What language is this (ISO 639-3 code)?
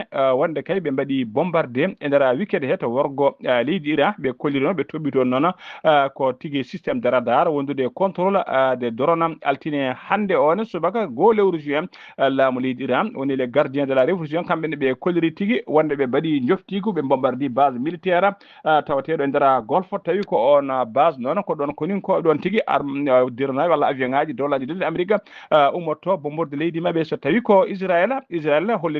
ful